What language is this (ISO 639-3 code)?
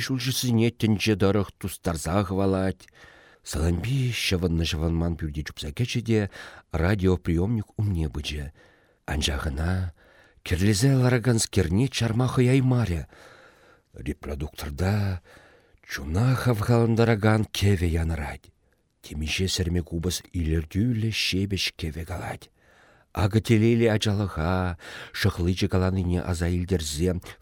chv